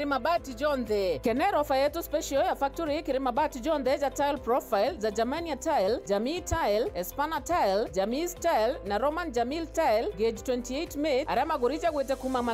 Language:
Meru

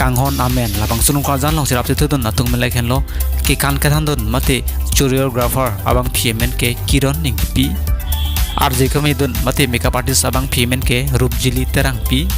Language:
Karbi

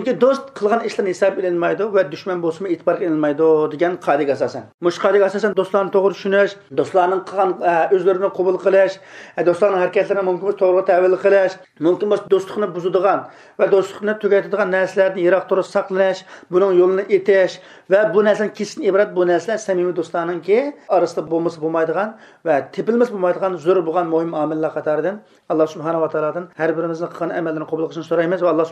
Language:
Uyghur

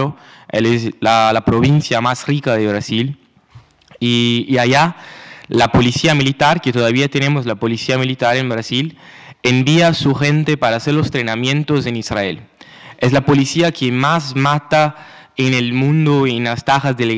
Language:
Spanish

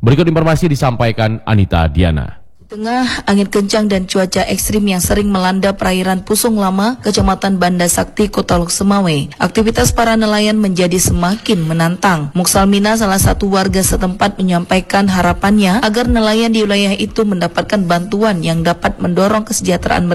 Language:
Indonesian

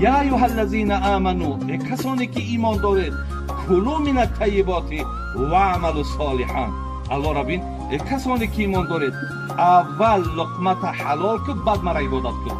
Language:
Tajik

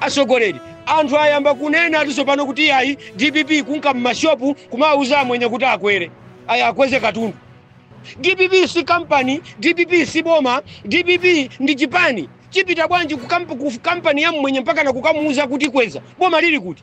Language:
Nyanja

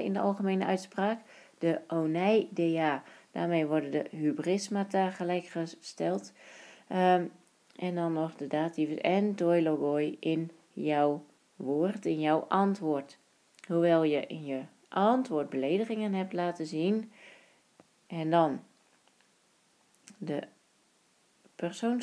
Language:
Dutch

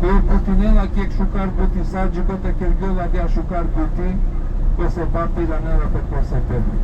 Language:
Balkan Romani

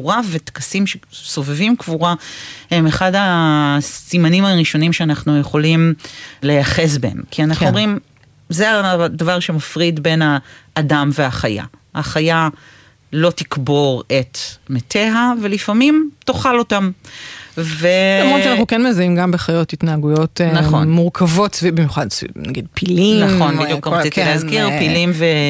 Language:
Hebrew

